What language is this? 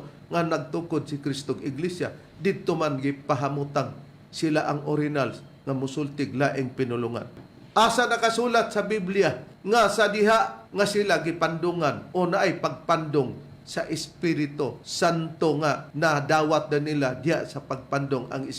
Cebuano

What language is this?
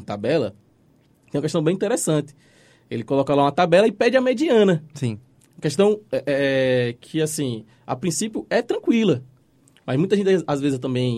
Portuguese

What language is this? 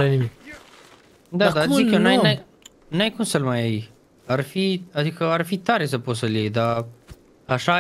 Romanian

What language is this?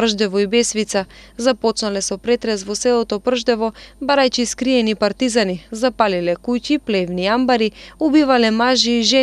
Macedonian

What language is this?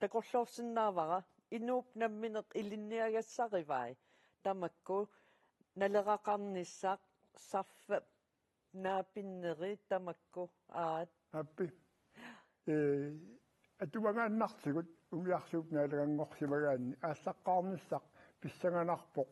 Kalaallisut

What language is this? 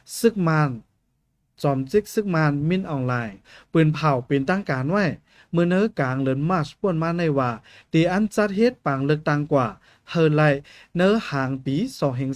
Shan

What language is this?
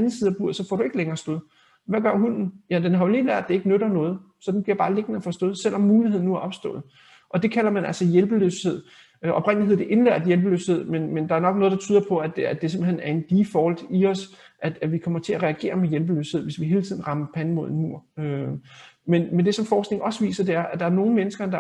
Danish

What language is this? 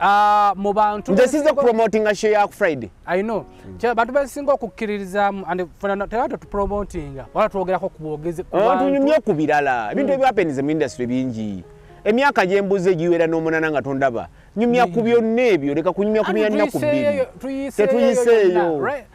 Ganda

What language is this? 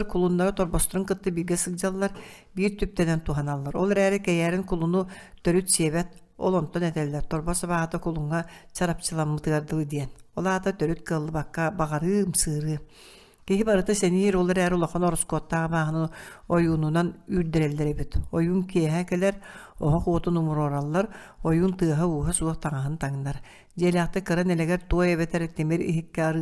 Yakut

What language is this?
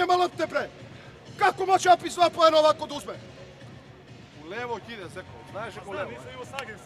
Serbian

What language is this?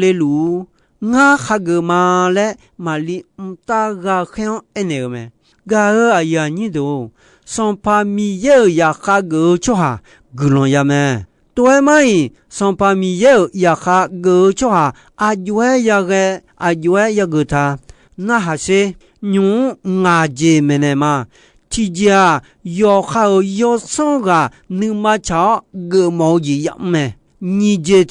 Akha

